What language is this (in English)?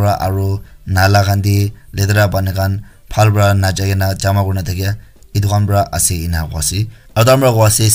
Naga Pidgin